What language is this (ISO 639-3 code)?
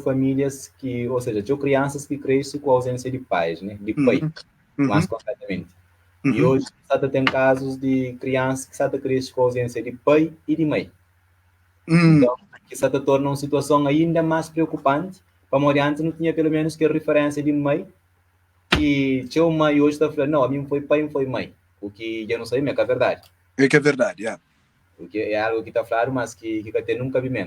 kea